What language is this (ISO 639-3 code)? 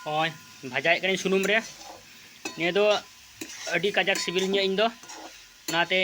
sat